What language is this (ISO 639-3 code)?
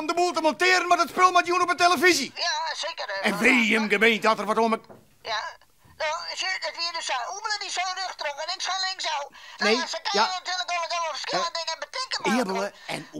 fry